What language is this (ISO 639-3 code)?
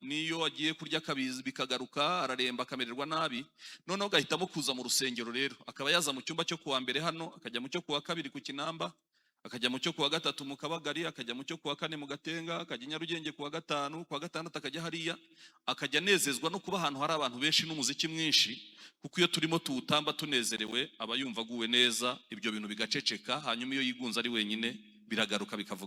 kin